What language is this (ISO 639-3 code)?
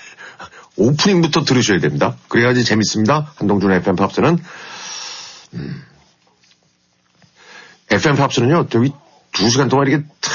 kor